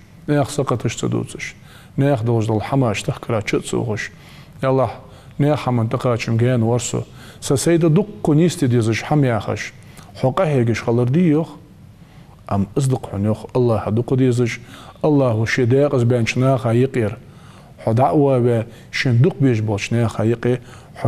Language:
Ingush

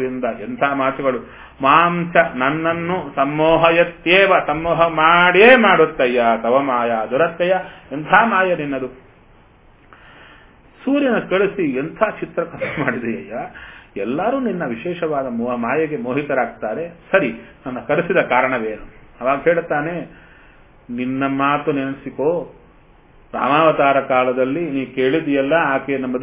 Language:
Kannada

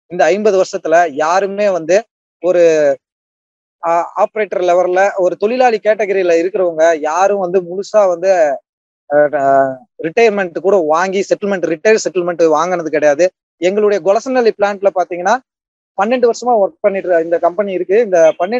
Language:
Tamil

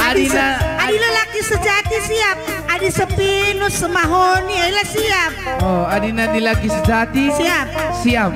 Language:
Batak Karo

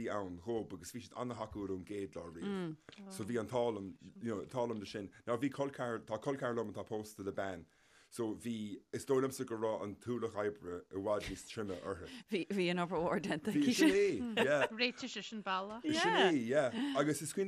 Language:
Irish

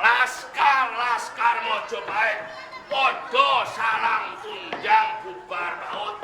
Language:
Javanese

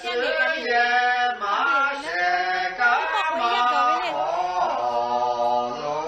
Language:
Lahu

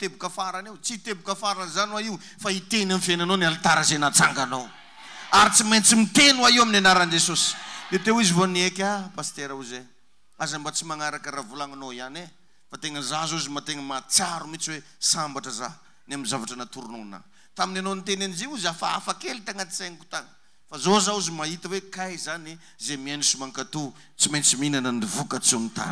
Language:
Malagasy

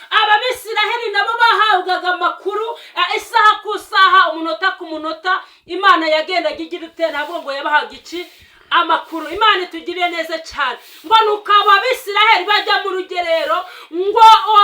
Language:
Kinyarwanda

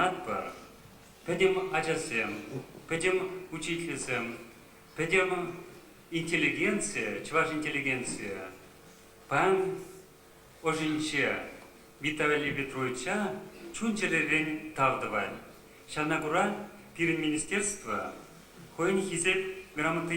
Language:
Chuvash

